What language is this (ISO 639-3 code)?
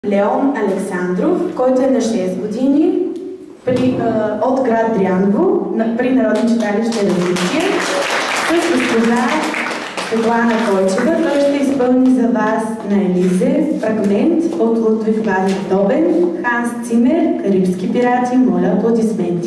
bul